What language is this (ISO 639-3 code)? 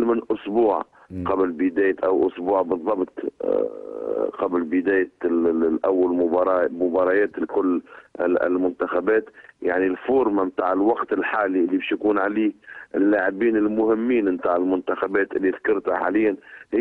arz